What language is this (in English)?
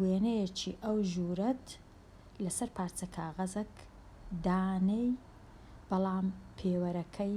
Central Kurdish